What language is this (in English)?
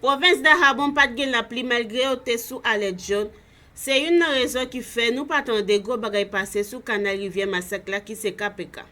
Haitian Creole